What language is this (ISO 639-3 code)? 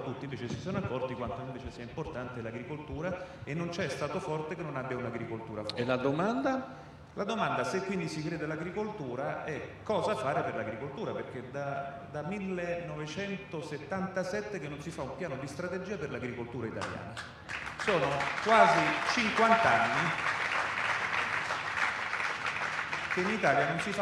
ita